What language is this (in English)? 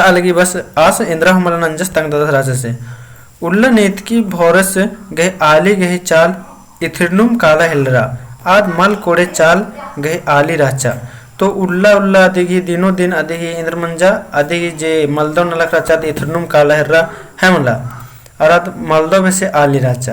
Kurukh